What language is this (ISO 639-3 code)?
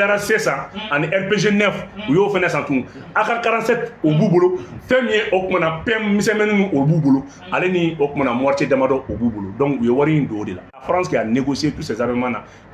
bam